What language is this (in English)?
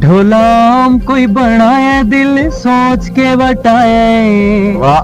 Saraiki